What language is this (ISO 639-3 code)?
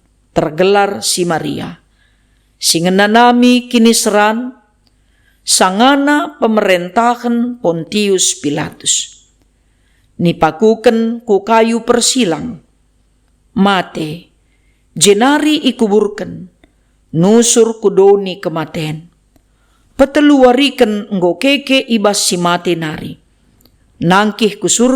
btx